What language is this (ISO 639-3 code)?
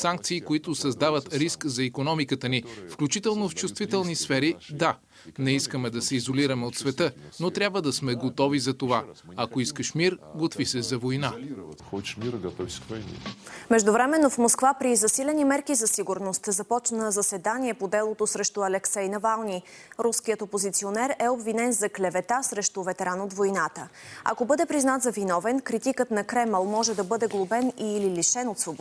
bul